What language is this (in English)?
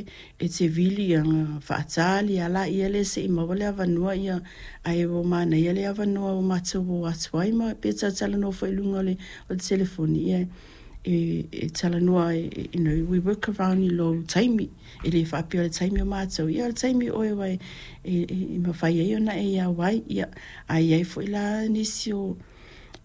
Samoan